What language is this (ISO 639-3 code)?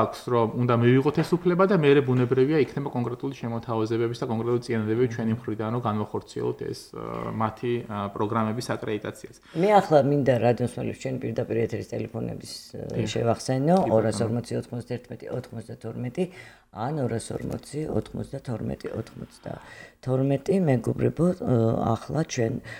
kat